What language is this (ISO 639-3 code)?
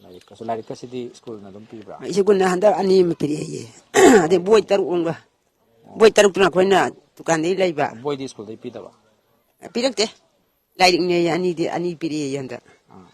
mni